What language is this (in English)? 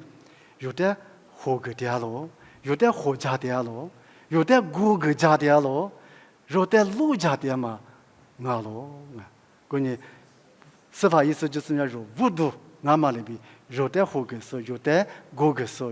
Lisu